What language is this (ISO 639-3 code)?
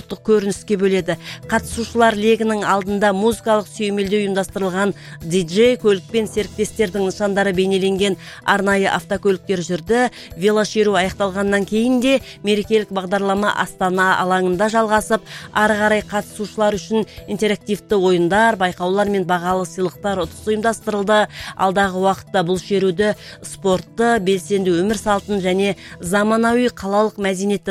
kaz